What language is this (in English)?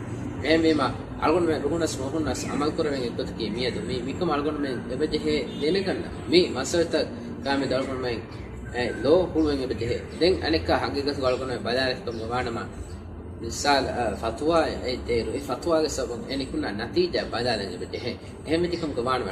Divehi